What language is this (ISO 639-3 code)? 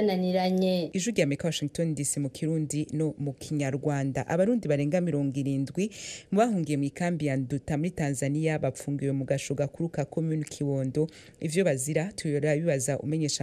run